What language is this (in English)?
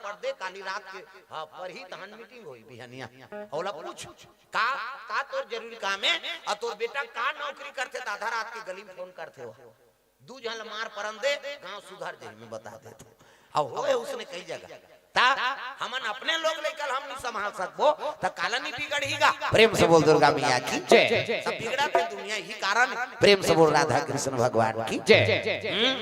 Chhattisgarhi